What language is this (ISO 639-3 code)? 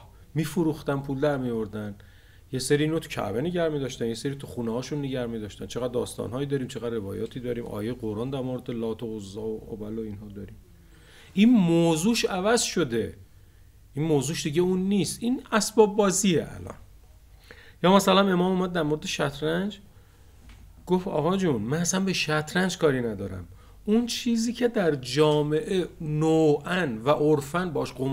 fas